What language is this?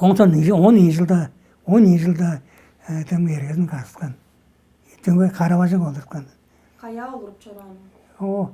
Tuvinian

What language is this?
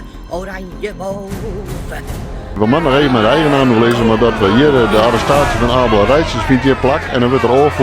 Western Frisian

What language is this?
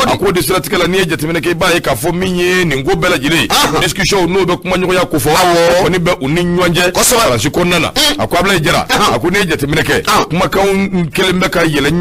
Bambara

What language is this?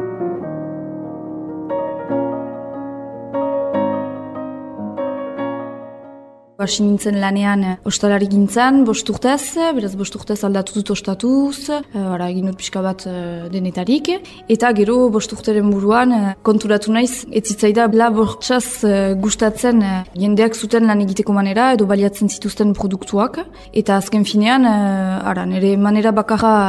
Basque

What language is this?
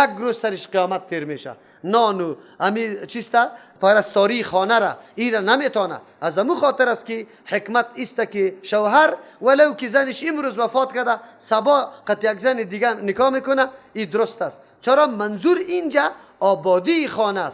Persian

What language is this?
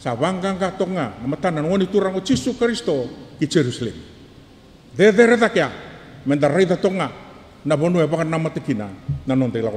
Fijian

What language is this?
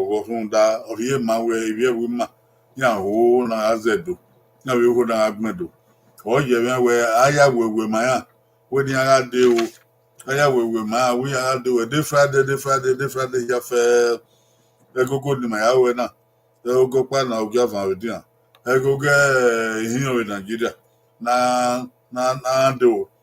Bini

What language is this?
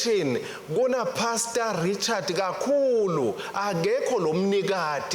Swati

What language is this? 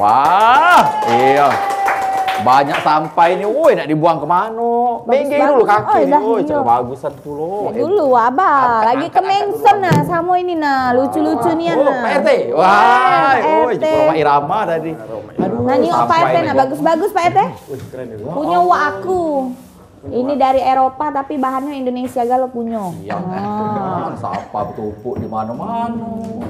Musi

